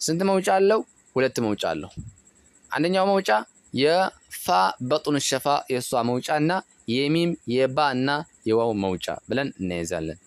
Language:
Amharic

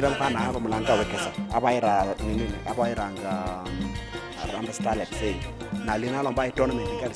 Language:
Luyia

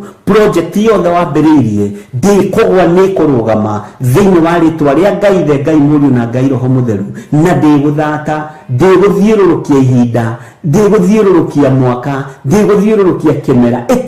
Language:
Kikuyu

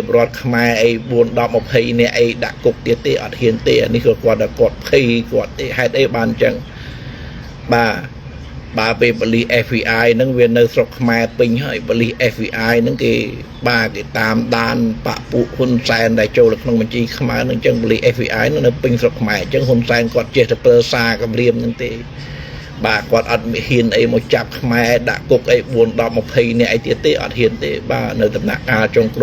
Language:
Khmer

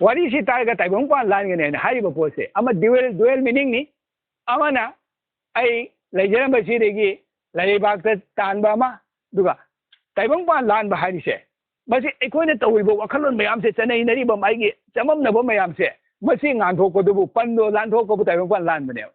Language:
Manipuri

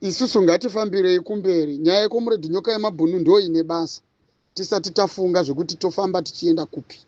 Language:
Shona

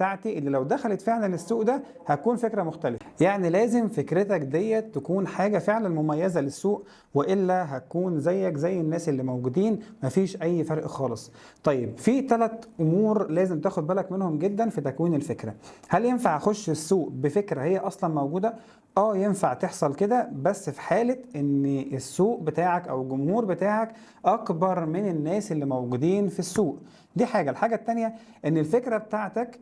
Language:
Egyptian Arabic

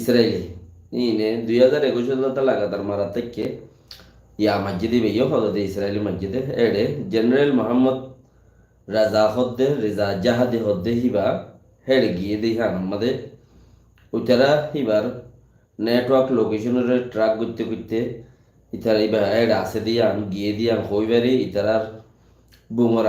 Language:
Rohingya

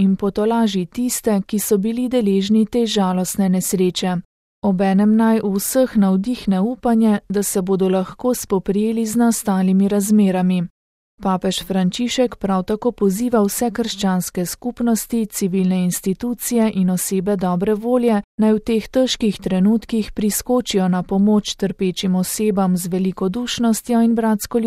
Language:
Slovenian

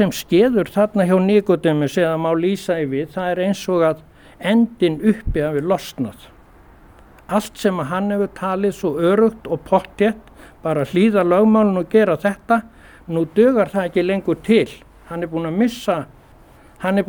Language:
Icelandic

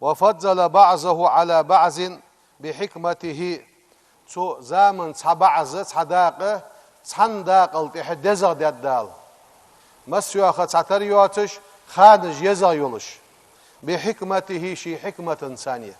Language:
Ingush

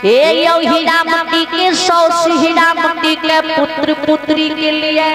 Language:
Maithili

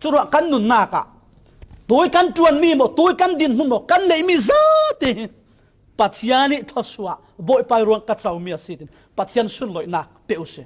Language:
Falam Chin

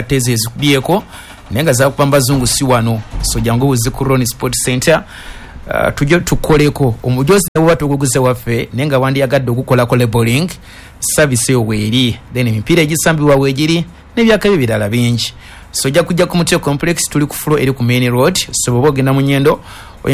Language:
Ganda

